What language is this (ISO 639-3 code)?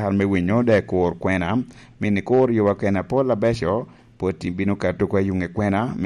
laj